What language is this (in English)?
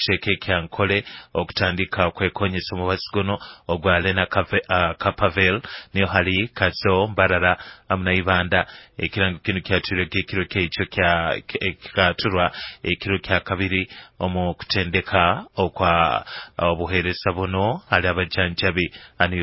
Nyoro